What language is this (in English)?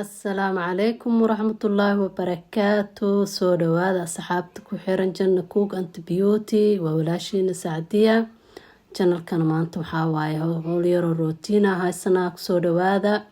Somali